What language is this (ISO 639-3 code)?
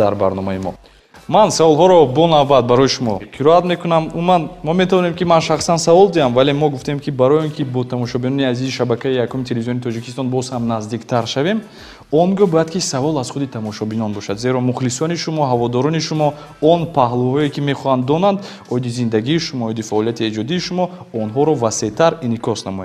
tgk